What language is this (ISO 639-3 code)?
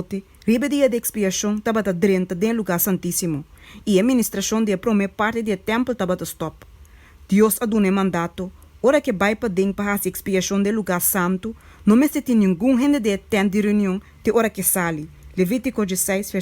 pap